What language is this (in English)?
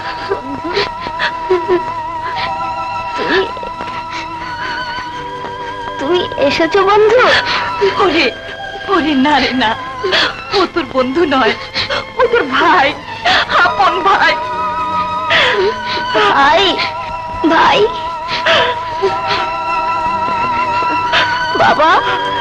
Bangla